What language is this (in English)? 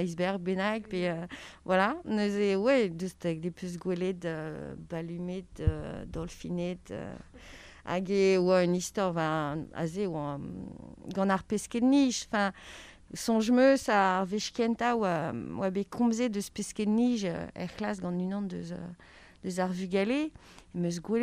Breton